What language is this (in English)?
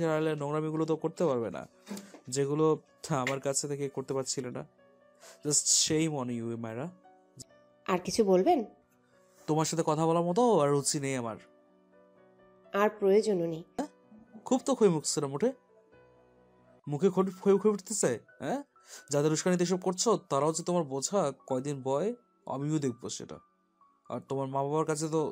Bangla